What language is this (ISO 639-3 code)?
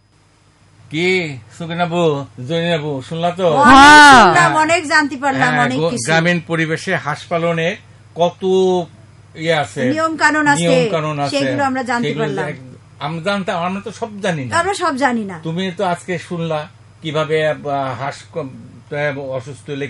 ben